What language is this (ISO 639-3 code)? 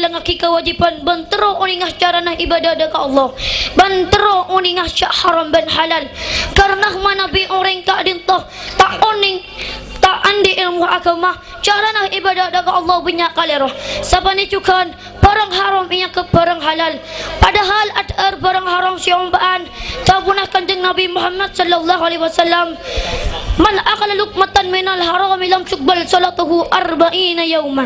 mad